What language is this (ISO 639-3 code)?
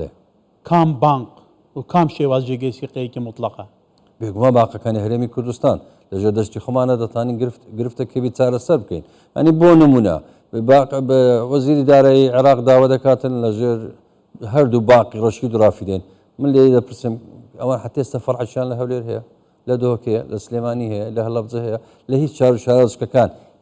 ckb